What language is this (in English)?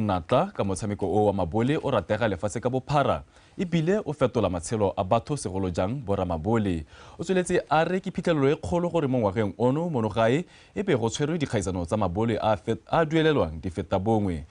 Tswana